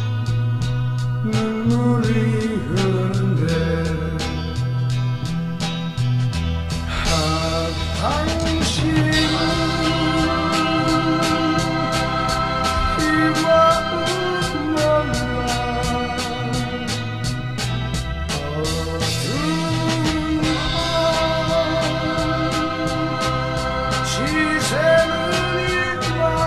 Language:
Korean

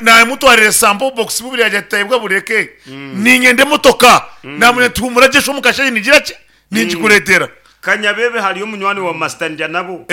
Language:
Nyankole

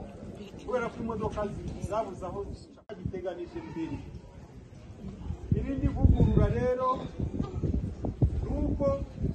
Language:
Kinyarwanda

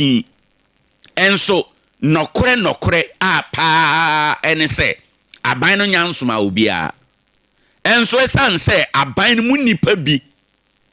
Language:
Akan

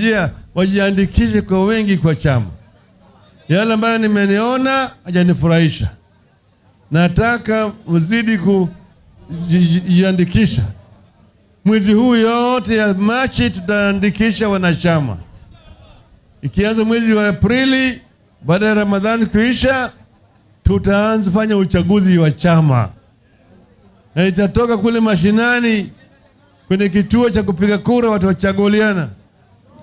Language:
Swahili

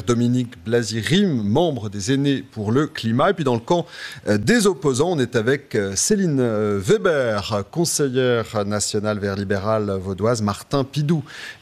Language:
French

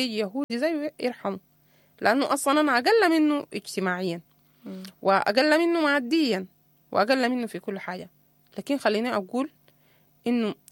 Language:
Sudanese Arabic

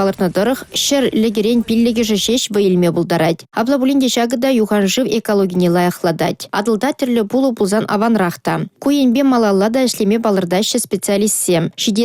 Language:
Chuvash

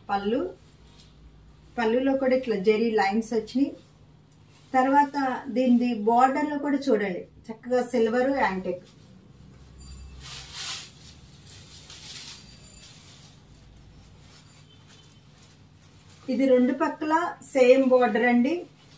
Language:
Telugu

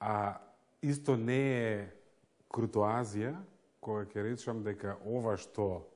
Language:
Macedonian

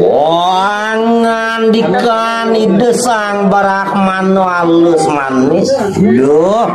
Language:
Balinese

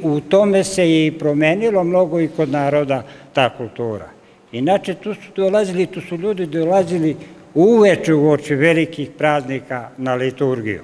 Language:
Serbian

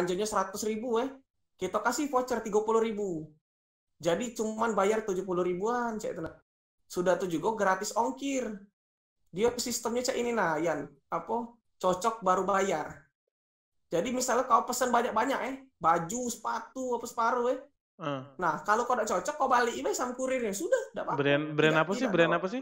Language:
Musi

